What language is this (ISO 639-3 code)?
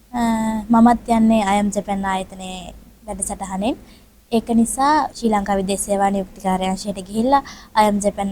sin